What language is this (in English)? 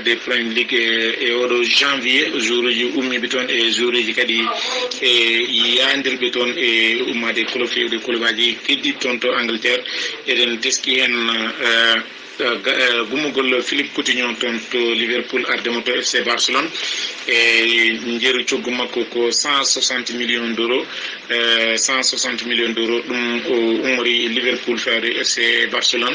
Fula